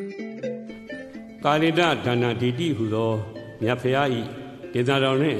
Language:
Burmese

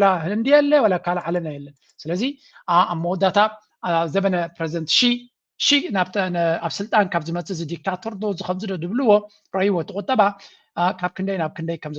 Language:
Tigrinya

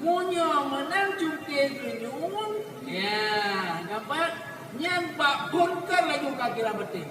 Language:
Achinese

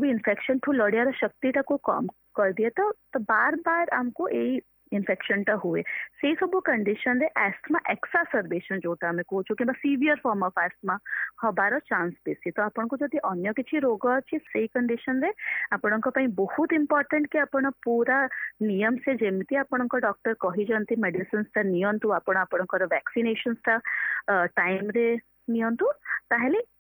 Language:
Odia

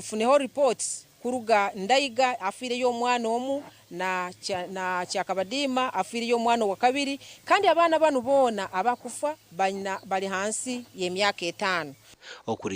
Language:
Nyankole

